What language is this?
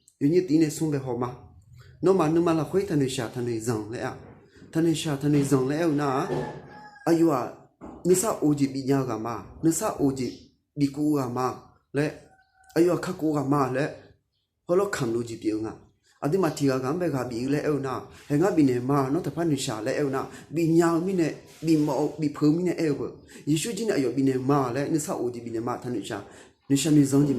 Akha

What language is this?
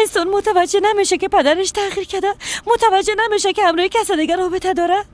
Persian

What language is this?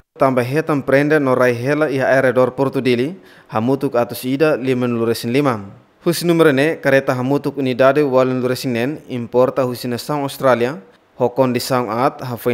Tetum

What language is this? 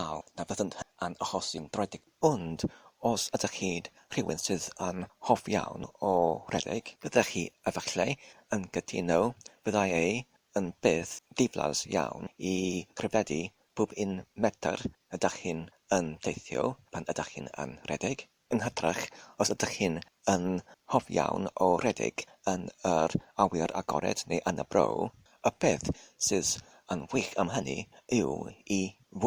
Welsh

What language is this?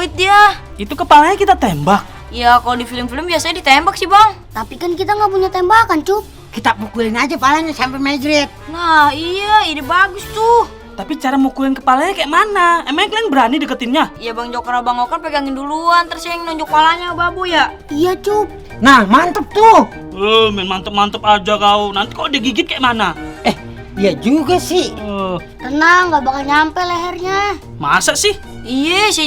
Betawi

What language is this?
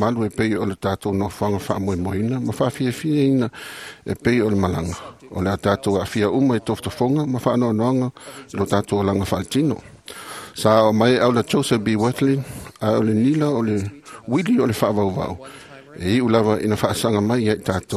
Samoan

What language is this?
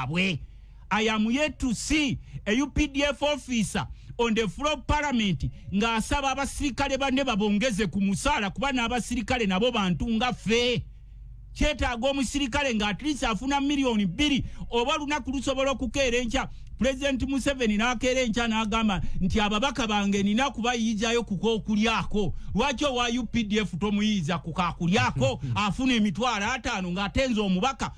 Ganda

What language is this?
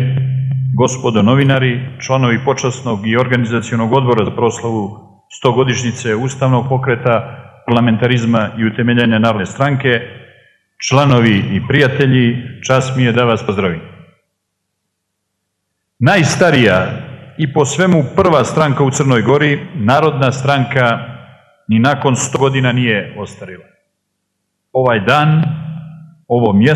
Serbian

